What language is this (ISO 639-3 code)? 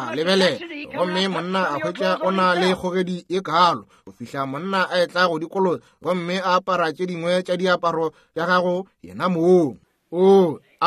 nso